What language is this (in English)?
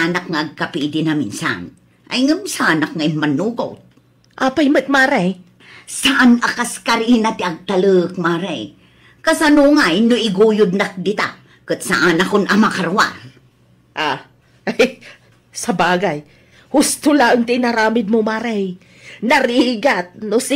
Iloko